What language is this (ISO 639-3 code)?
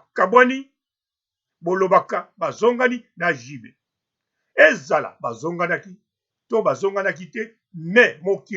lin